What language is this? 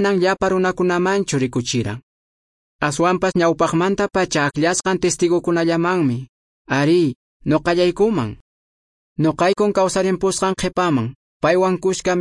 Quechua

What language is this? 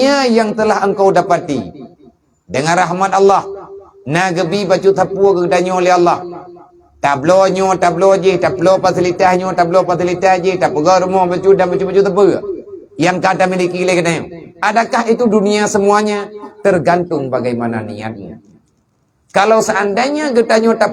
Achinese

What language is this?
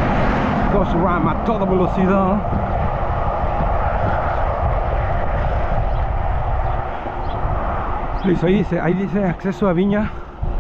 Spanish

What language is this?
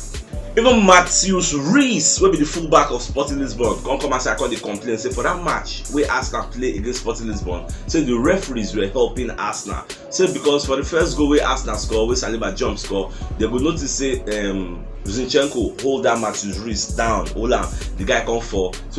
Nigerian Pidgin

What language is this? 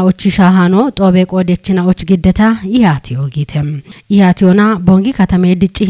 Kafa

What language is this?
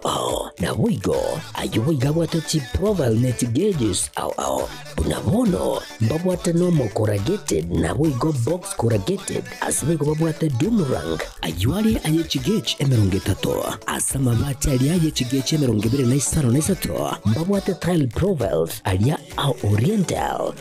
Gusii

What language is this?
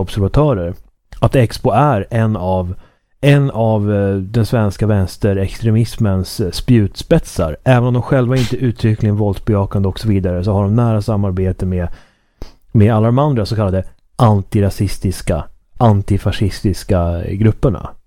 Swedish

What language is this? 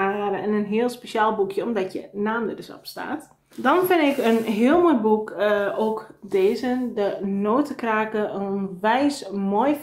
Dutch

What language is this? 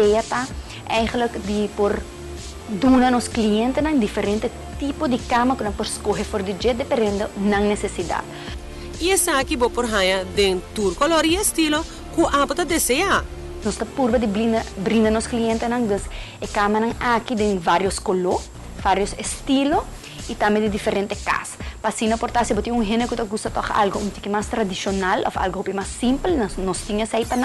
Papiamento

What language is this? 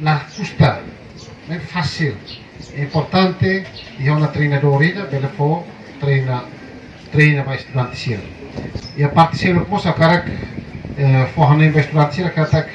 Tetum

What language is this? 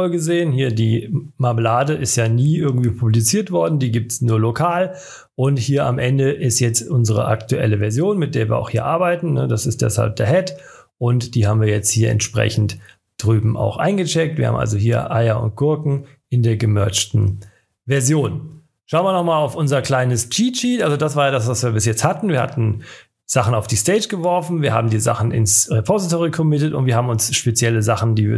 German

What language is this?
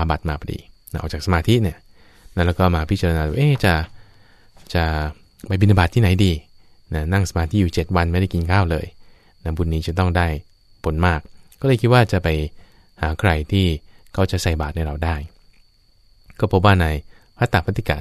Thai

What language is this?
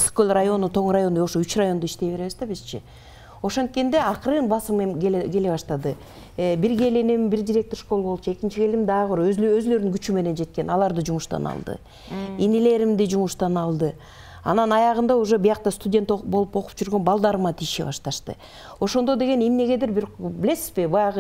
Kyrgyz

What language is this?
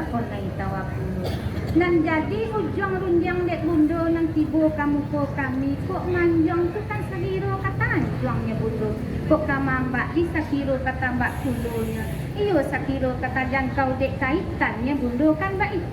Minangkabau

